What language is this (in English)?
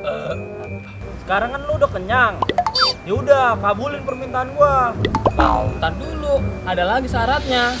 Betawi